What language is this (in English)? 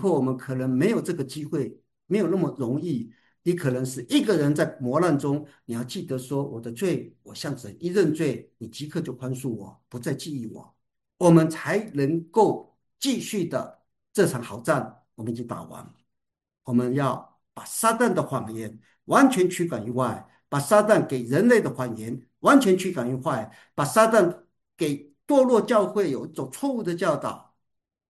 Chinese